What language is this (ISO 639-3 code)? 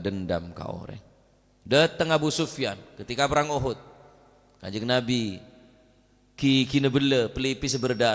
mad